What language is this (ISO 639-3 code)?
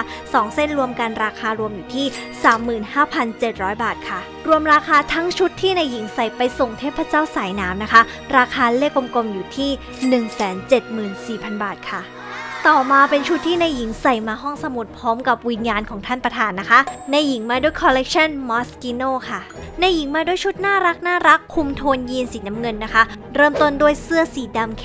tha